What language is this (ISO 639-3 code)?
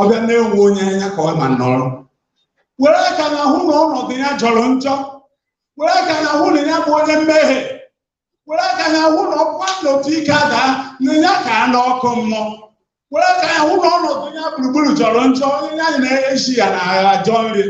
ibo